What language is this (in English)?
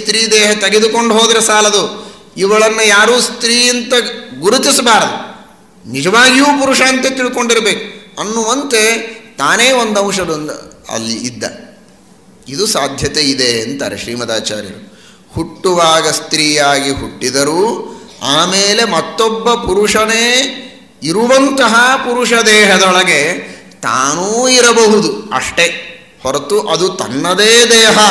Kannada